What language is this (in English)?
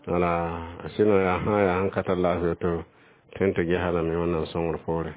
Mossi